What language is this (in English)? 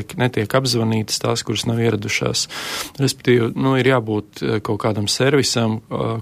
Latvian